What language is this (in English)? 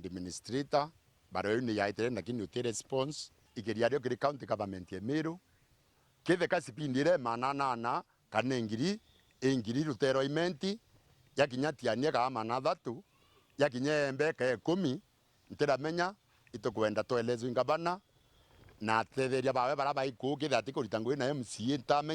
Meru